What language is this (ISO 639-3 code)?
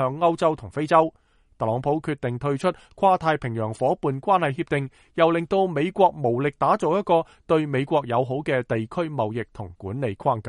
yue